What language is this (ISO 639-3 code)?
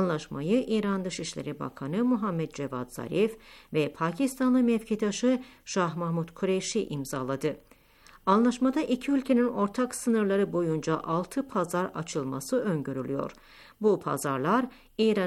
tur